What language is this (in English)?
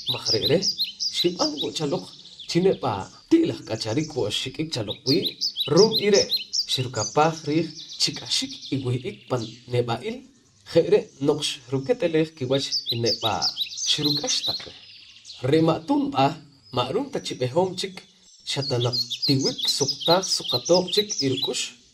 Poqomchi'